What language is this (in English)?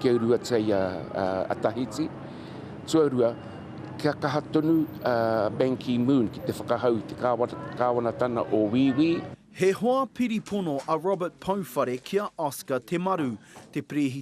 Māori